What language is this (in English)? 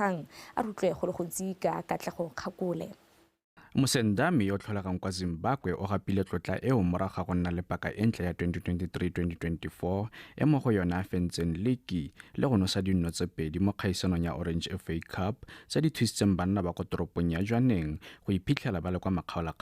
Tswana